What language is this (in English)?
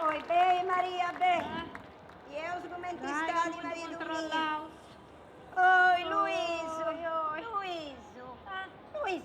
Sardinian